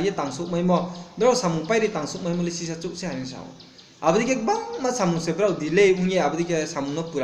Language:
Riang (India)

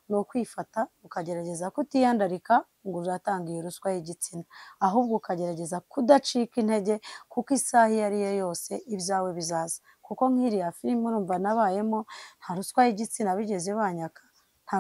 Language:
Kinyarwanda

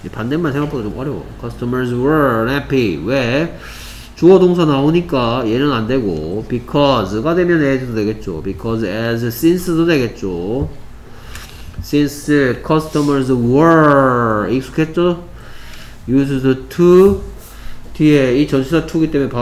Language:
Korean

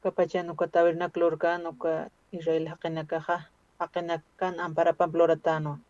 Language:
Aymara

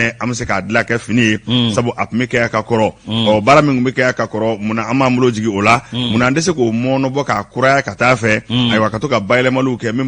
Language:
Bambara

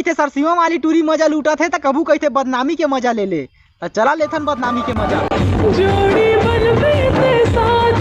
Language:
Chhattisgarhi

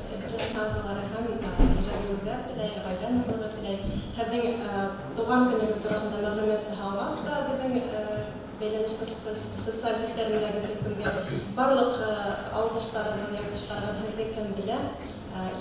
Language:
Bashkir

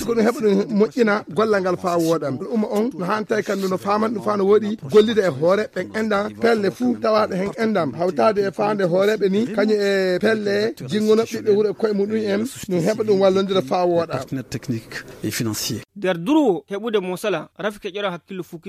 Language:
Fula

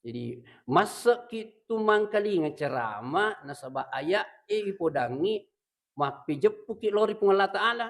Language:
Buginese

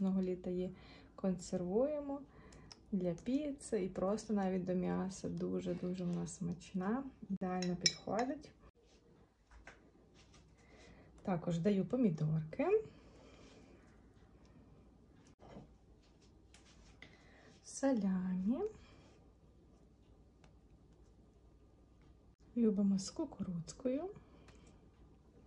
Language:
Ukrainian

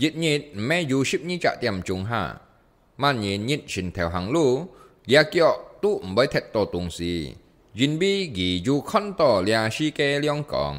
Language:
Hakka Chinese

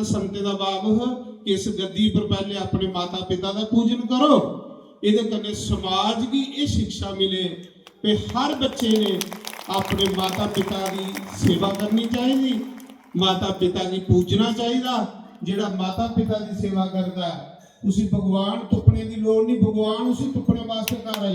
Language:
Dogri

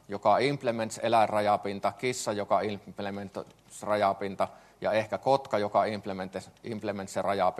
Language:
Finnish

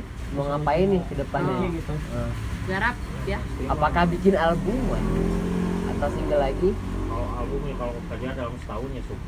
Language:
Indonesian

